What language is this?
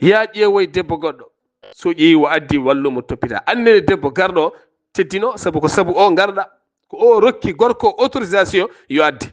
Fula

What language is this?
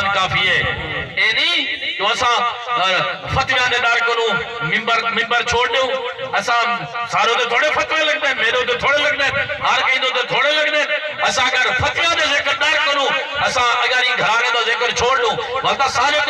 Saraiki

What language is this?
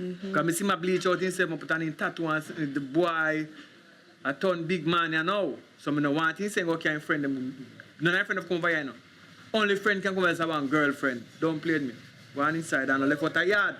Jamaican Creole English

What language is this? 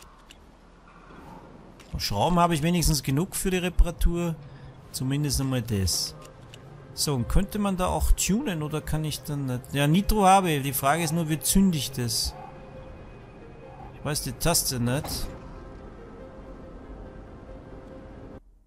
German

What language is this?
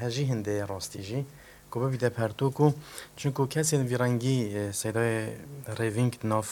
Kurdish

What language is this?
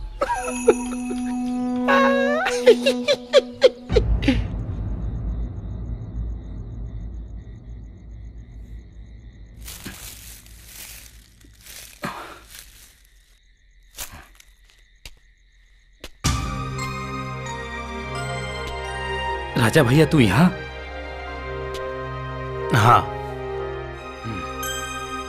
Bhojpuri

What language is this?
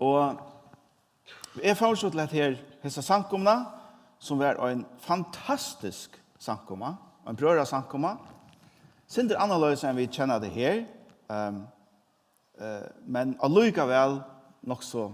Faroese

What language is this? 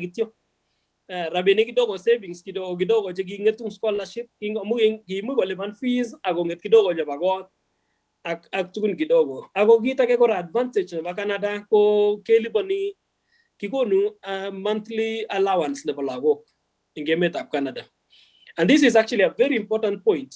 Kalenjin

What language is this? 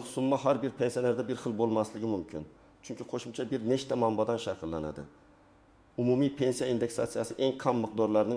Uzbek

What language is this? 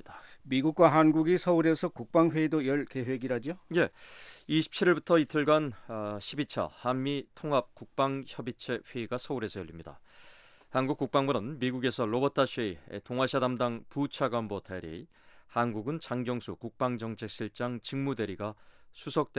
Korean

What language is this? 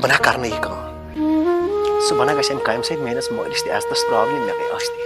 Kashmiri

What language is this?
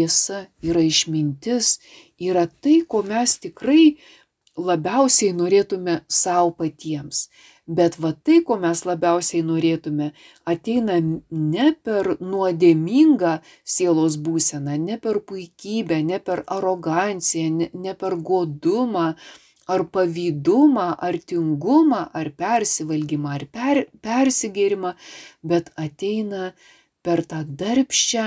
Lithuanian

